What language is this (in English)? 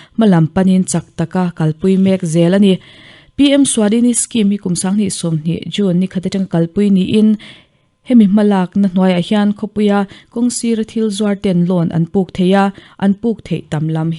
Mizo